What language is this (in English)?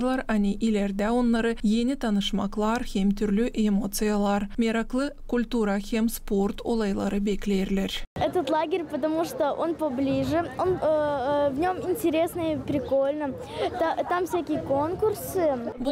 Gagauz